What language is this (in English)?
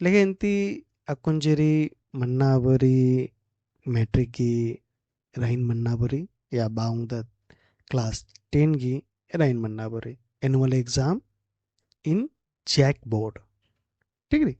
Kurukh